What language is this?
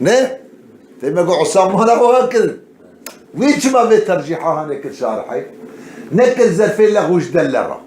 Kurdish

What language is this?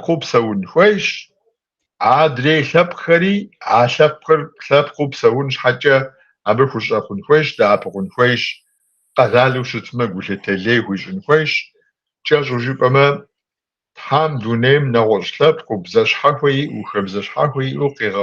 Kabardian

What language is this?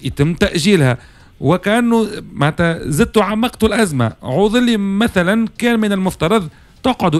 Tunisian Arabic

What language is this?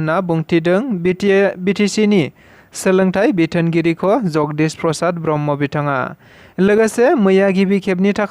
Bodo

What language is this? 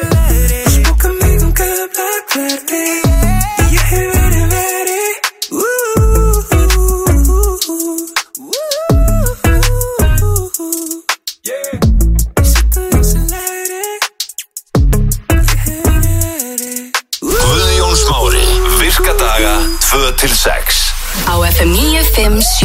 Icelandic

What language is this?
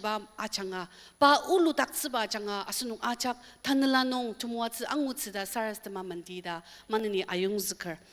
Ao Naga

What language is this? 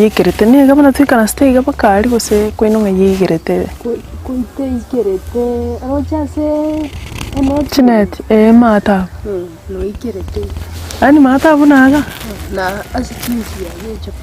Gusii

